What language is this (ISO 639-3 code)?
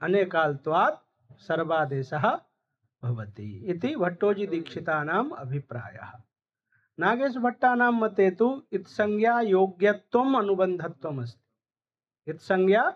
san